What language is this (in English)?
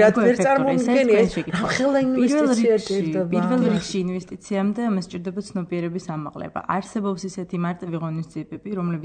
Georgian